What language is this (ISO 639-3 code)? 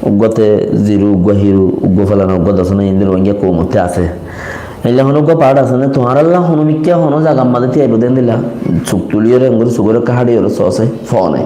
rhg